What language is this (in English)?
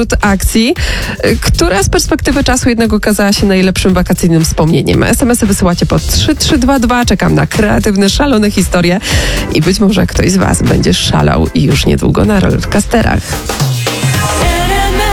Polish